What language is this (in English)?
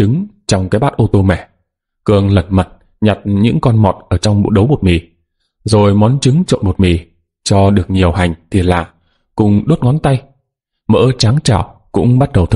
Vietnamese